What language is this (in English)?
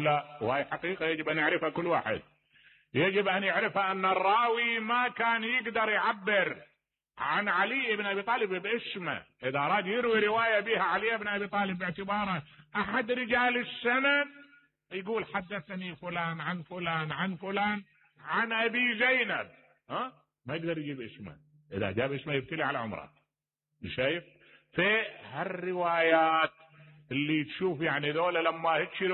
Mesopotamian Arabic